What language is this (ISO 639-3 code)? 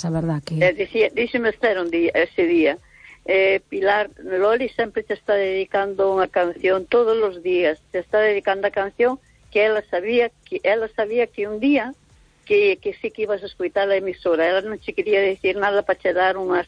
glg